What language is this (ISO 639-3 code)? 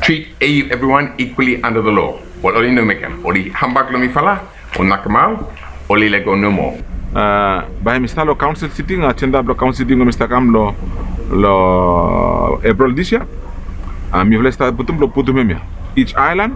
bis